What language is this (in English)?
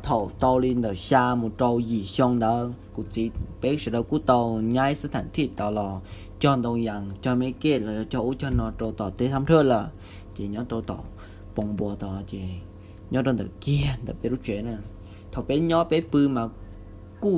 Hmong